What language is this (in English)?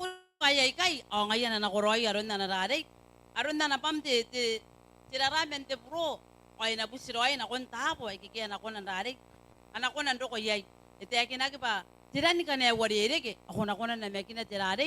Gilbertese